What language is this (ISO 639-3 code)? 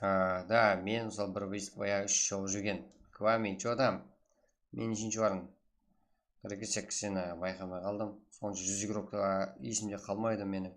kaa